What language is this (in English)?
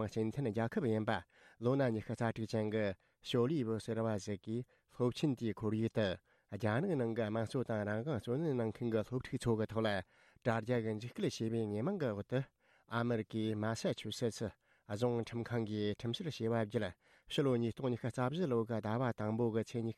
Tibetan